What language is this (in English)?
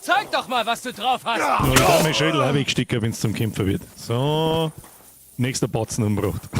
Bavarian